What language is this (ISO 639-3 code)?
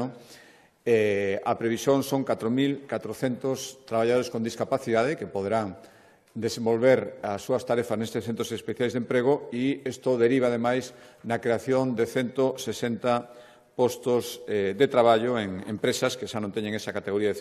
glg